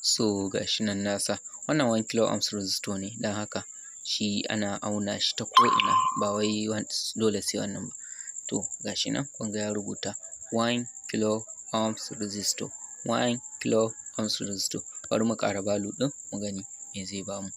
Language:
Hausa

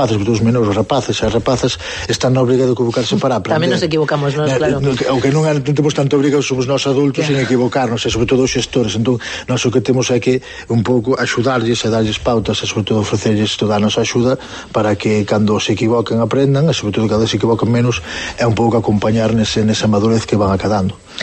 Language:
Galician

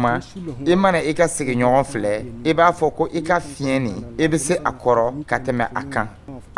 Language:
Dyula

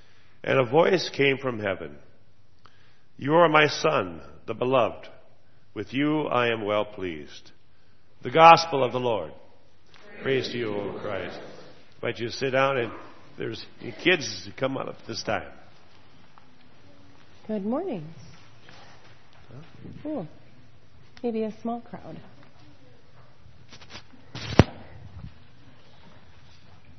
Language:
English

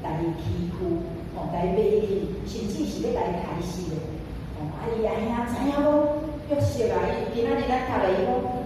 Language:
Min Nan Chinese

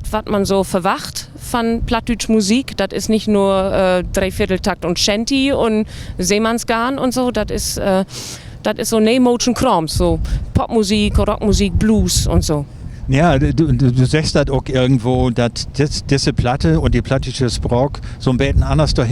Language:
Low German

